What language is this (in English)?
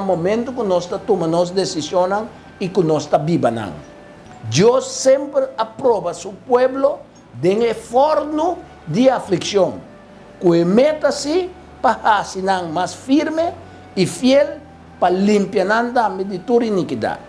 Papiamento